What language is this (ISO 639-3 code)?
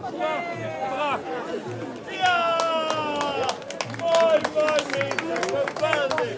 lim